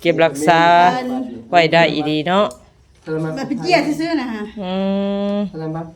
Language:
Northeastern Thai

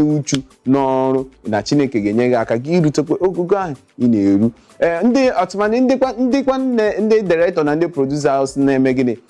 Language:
Igbo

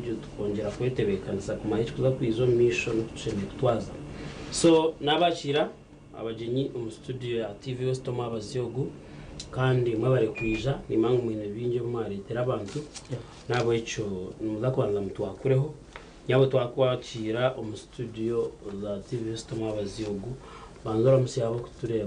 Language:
Nyankole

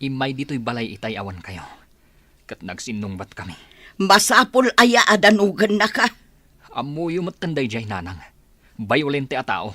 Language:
Iloko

